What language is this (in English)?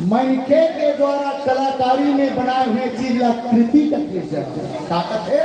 Chhattisgarhi